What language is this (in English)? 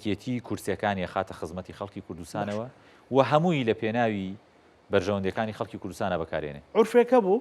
Central Kurdish